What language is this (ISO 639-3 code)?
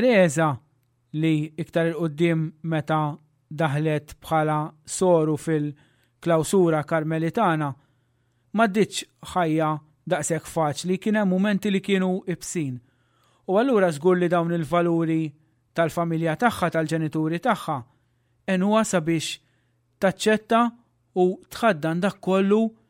mlt